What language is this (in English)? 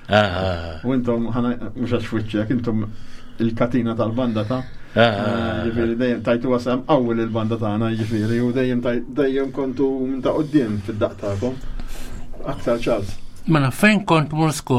Maltese